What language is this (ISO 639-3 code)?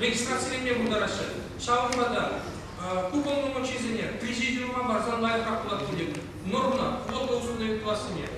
chv